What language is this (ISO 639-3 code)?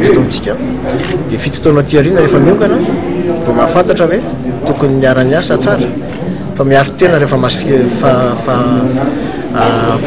mlg